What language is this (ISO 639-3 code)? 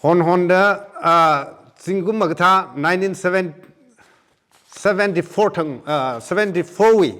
nmf